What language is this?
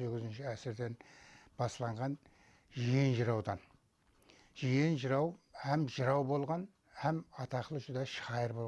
Kara-Kalpak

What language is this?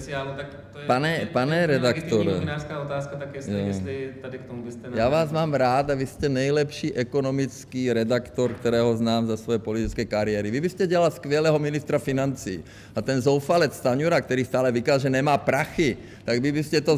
Czech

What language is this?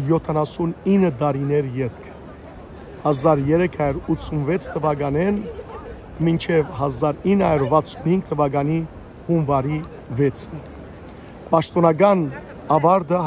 Western Armenian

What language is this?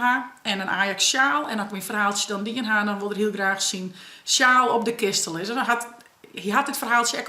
Western Frisian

